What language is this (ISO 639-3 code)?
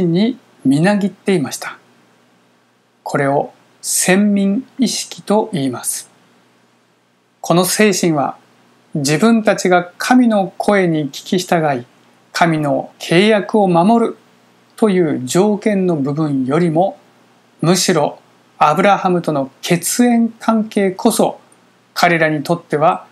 jpn